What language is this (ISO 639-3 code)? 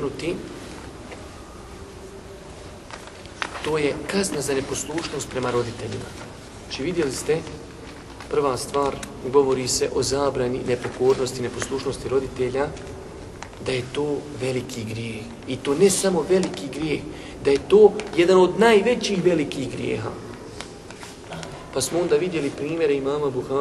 bos